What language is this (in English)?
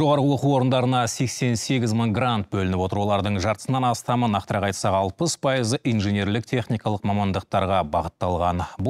Kazakh